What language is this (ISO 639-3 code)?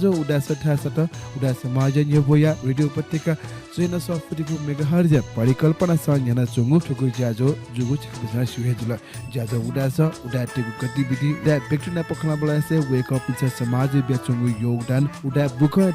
new